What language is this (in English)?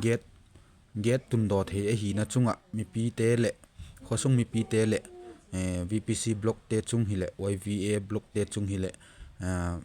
Vaiphei